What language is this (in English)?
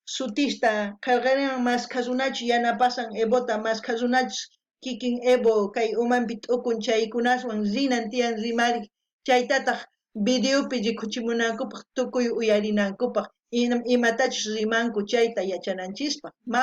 South Bolivian Quechua